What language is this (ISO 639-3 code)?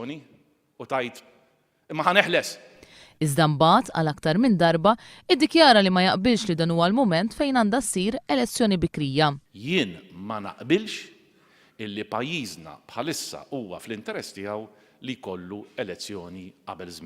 mlt